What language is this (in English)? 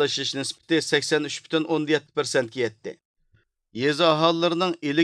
Uyghur